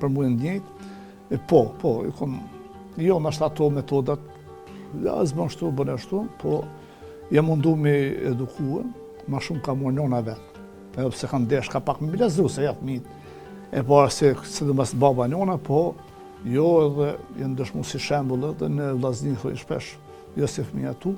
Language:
Albanian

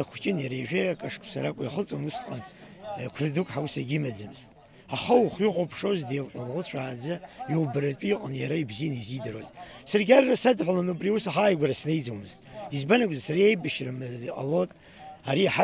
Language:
Abkhazian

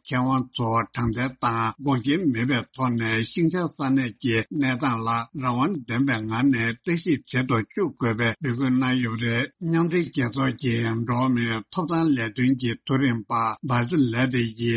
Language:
Tibetan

